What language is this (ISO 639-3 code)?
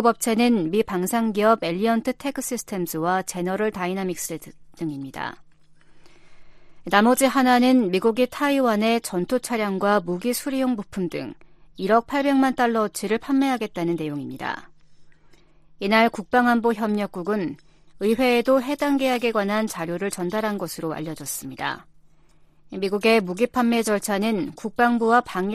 kor